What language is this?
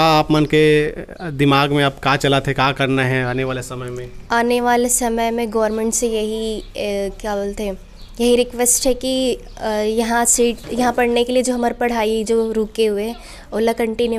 Chhattisgarhi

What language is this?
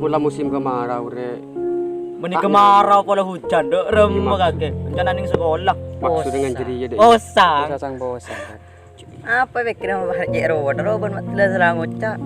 Madurese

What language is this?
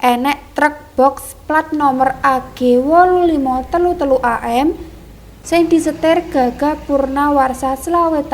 Javanese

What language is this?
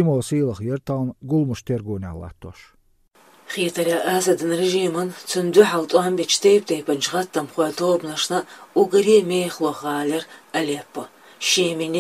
Chechen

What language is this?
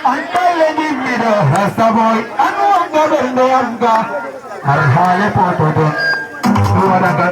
Fula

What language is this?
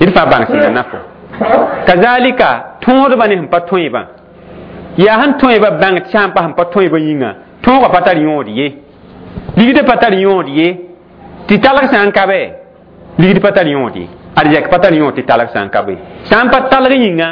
Mossi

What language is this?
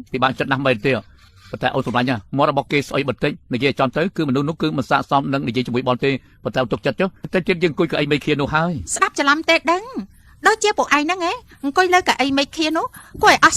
Khmer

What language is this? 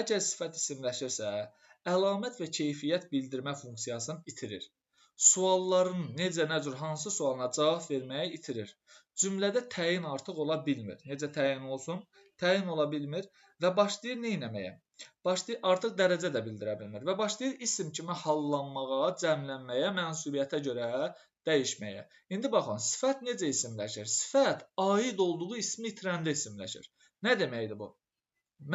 Azerbaijani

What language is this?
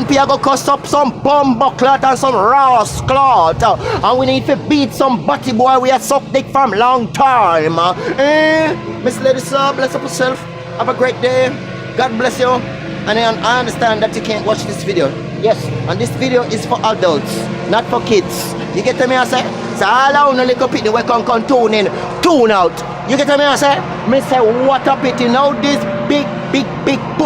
Jamaican Creole English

